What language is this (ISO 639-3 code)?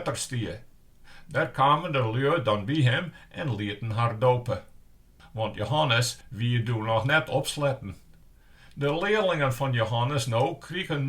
fry